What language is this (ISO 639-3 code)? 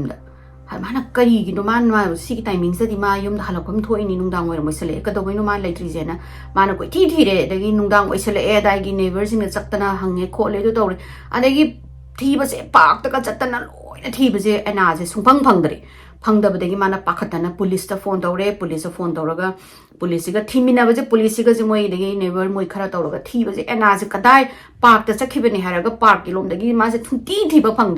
mni